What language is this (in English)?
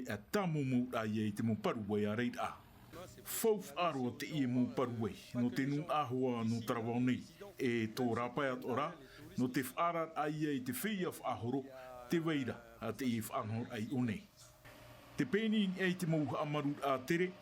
Tahitian